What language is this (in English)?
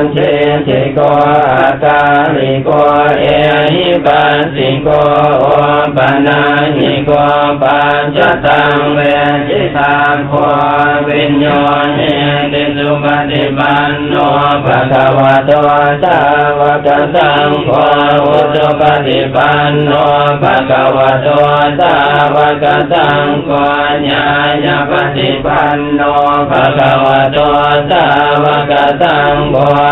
Pali